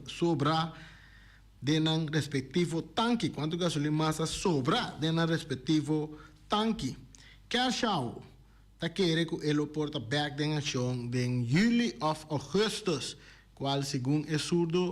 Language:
Papiamento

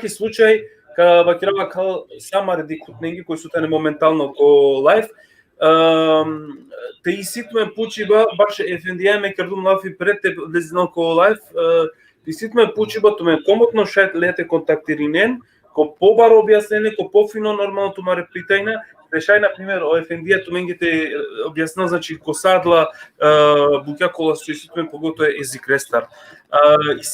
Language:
Balkan Romani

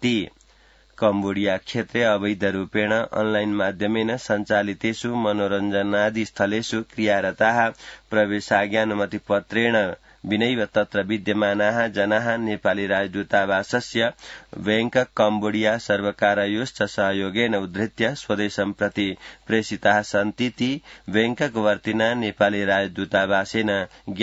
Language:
Sanskrit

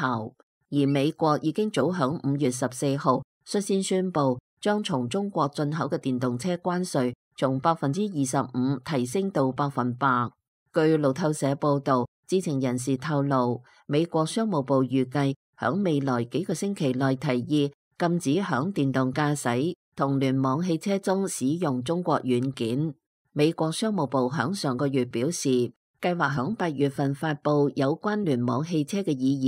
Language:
Cantonese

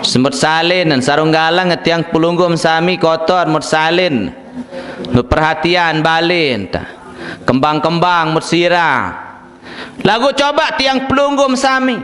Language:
Sasak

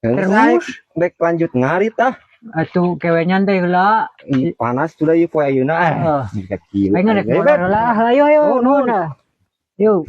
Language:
Sundanese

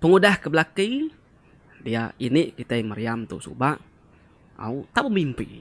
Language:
Iban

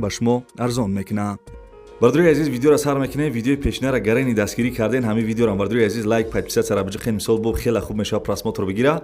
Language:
Tajik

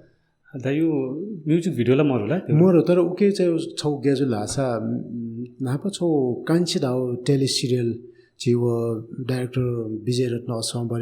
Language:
Newari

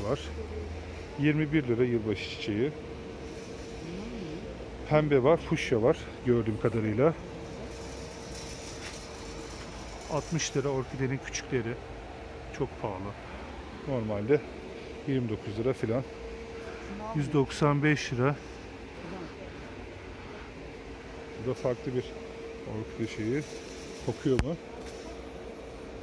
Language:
Turkish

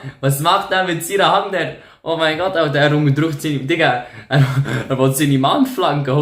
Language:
Swiss German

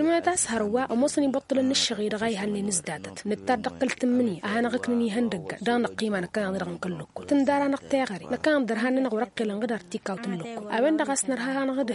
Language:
Tamasheq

